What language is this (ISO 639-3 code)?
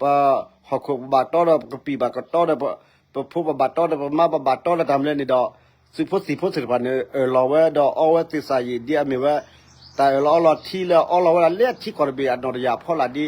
ksw